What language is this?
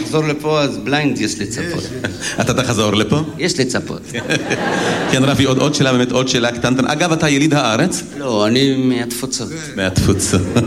Hebrew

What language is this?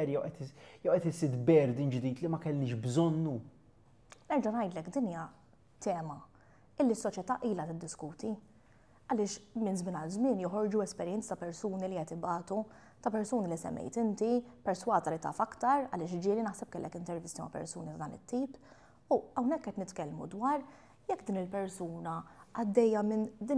Maltese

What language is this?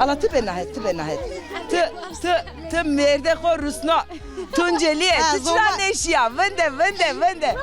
Zaza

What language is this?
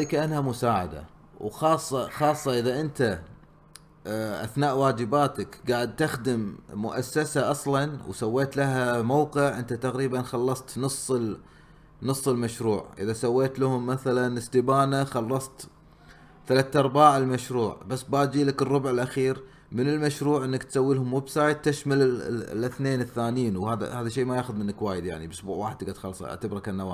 Gulf Arabic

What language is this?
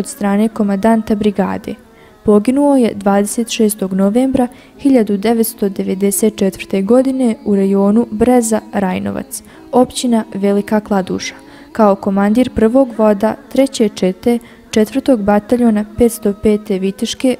Bosnian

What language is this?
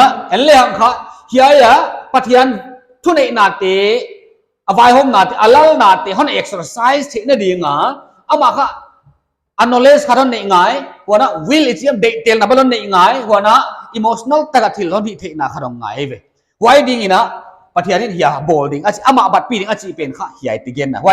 Paite Chin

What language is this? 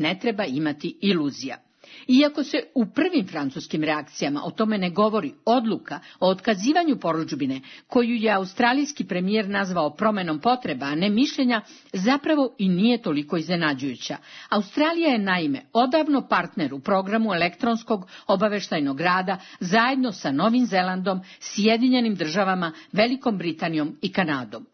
Serbian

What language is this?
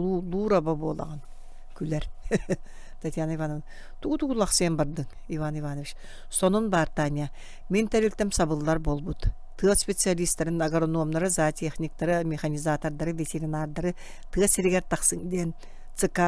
Yakut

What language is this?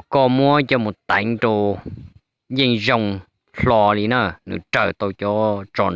Hmong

